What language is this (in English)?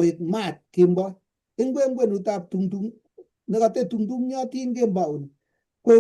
Kalenjin